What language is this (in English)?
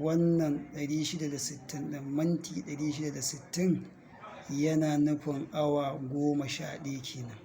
Hausa